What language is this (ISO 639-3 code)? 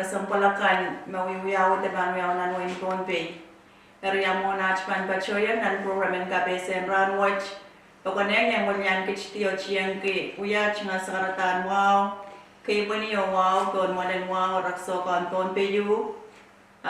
pon